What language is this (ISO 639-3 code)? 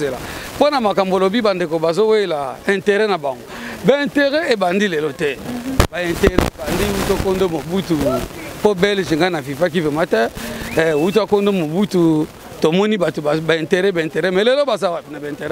lin